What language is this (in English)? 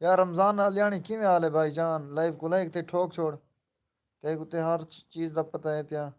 Saraiki